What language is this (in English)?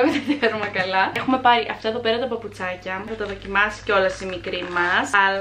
Greek